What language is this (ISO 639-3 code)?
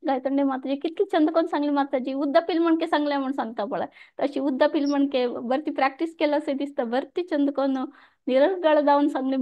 kok